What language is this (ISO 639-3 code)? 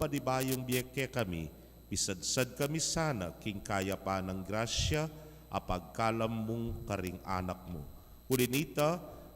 pam